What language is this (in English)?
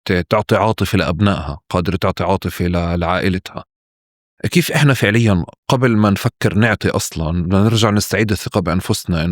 North Levantine Arabic